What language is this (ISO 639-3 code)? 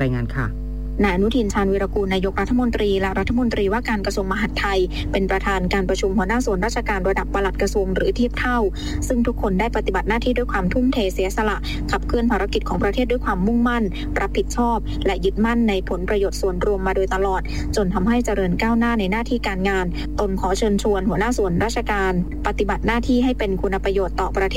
tha